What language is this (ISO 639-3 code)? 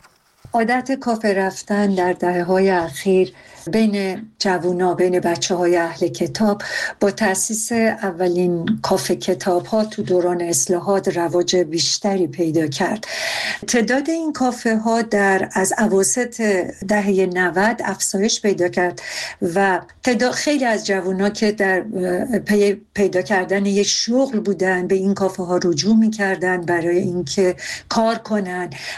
fas